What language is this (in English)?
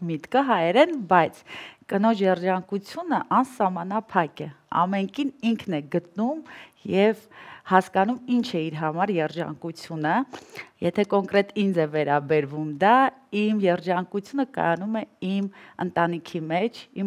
Armenian